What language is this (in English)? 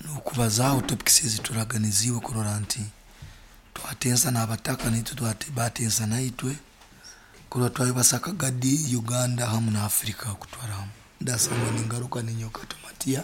Nyoro